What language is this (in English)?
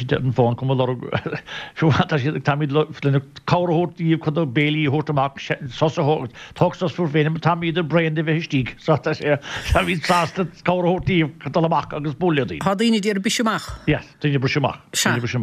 Irish